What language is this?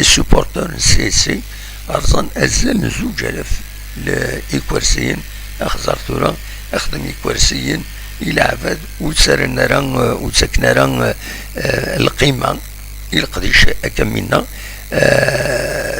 Kabyle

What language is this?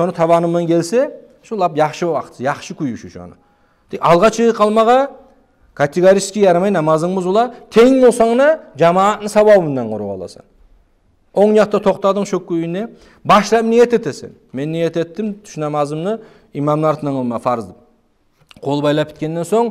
Kumyk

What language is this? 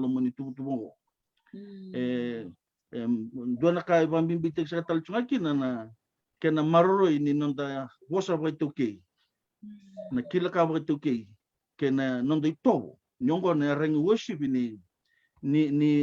Fijian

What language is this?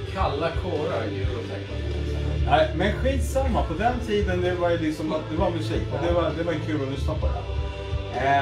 Swedish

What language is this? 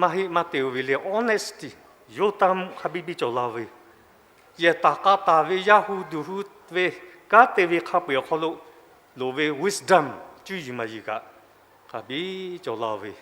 Lahu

